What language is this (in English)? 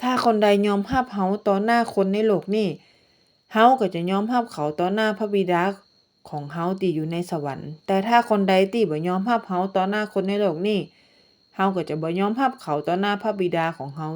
Northern Thai